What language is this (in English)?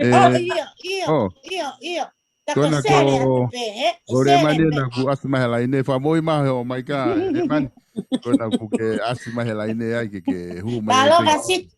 Tongan